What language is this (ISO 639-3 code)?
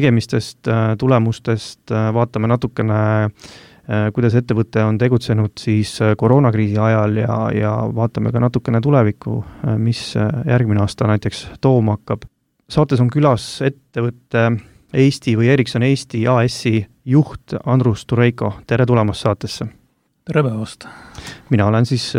est